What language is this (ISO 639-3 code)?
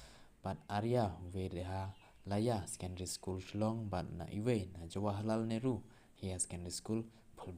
kha